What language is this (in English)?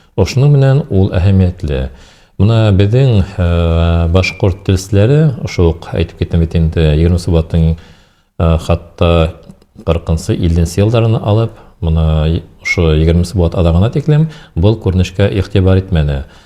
Bashkir